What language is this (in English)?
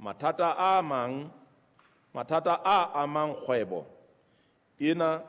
Southern Sotho